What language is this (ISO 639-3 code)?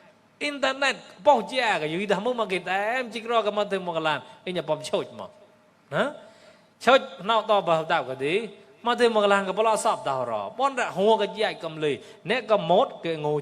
mnw